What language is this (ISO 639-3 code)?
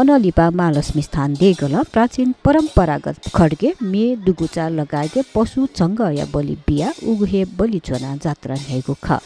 new